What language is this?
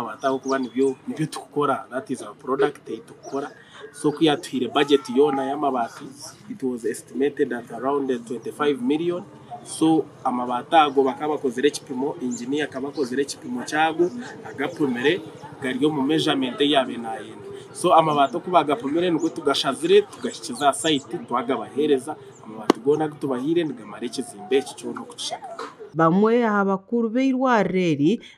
Nyankole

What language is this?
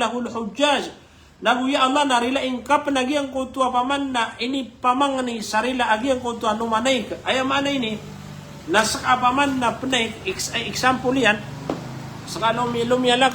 Maranao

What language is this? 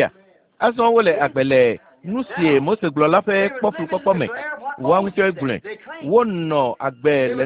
Ewe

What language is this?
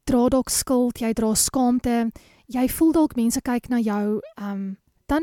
Afrikaans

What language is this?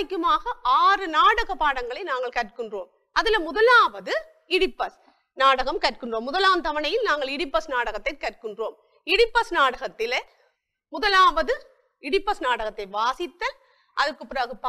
Tamil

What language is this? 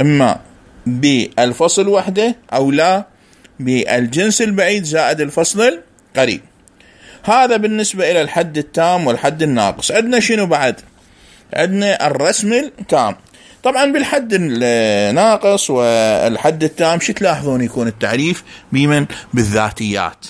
Mesopotamian Arabic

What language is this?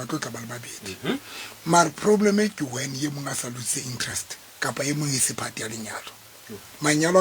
Southern Sotho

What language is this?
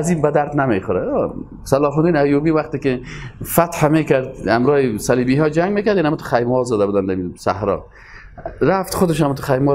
Persian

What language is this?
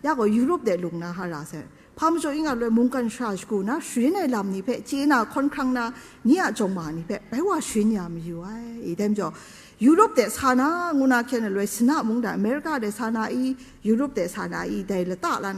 Kachin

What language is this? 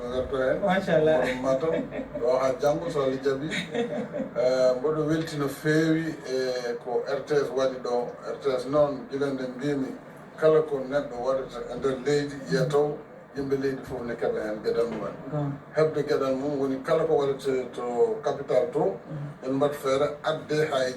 Fula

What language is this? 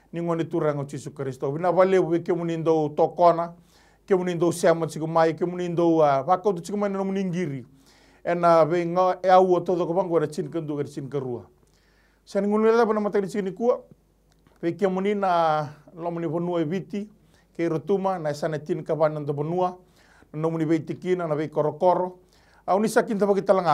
Fijian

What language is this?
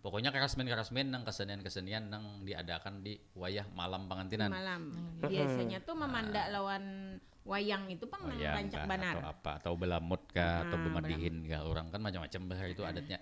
Banjar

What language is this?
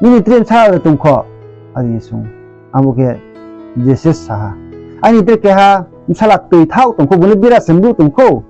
Riang (India)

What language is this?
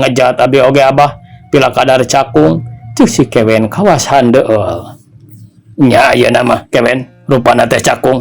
Sundanese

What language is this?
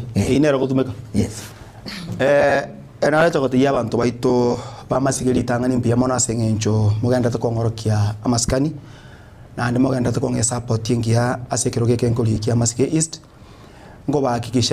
Gusii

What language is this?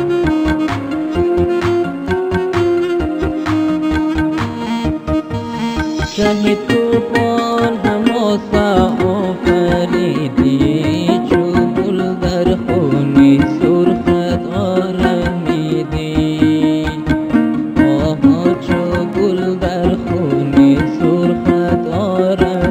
Persian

